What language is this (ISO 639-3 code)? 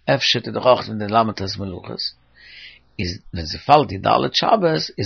yid